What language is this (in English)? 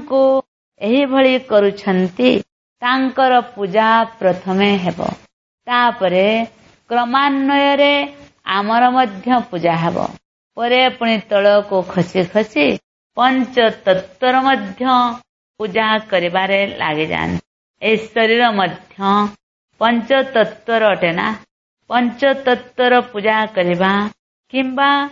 Odia